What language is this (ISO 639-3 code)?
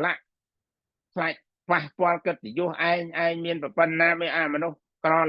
khm